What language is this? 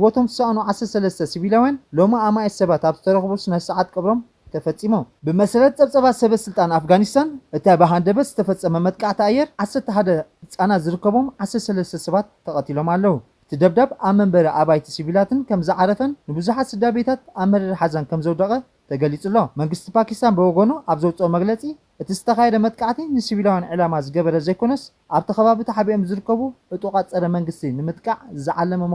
Tigrinya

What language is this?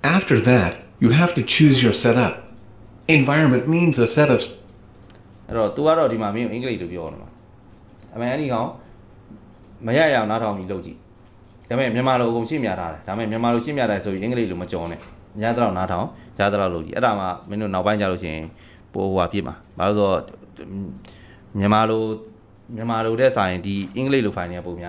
Burmese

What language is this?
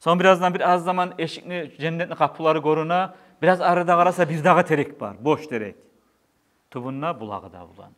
Kumyk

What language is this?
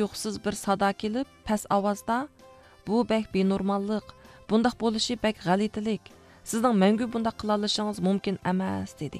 Uyghur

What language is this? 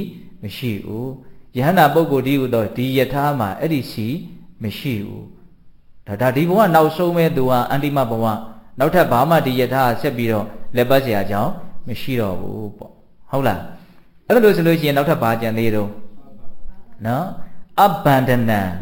Burmese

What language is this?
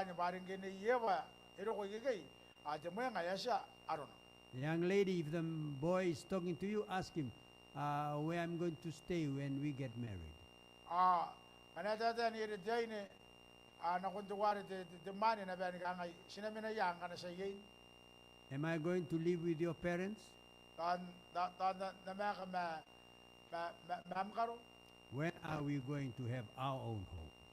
Gilbertese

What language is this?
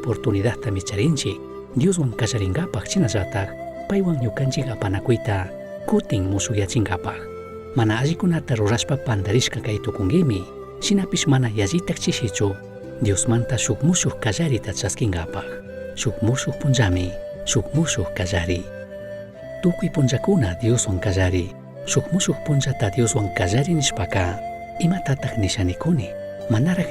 Chimborazo Highland Quichua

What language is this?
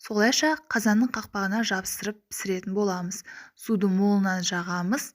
Kazakh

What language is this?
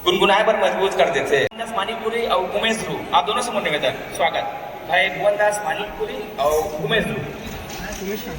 Chhattisgarhi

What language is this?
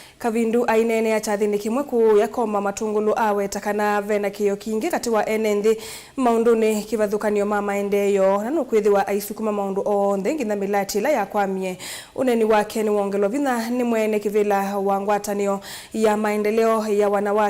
Kamba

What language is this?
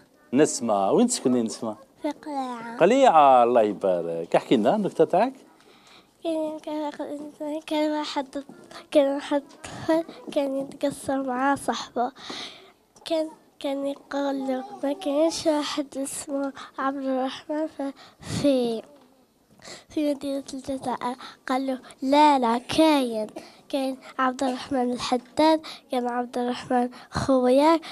Algerian Arabic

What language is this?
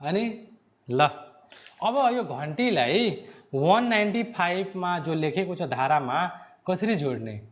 Nepali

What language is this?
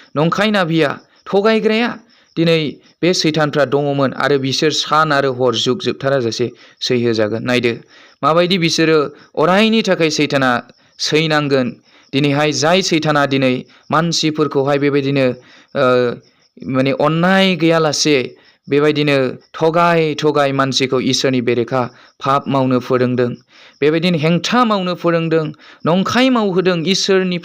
Bodo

